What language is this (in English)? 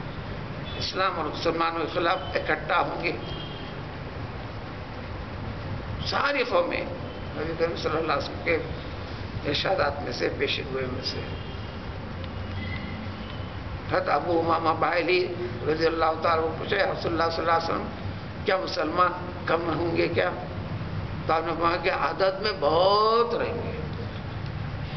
Urdu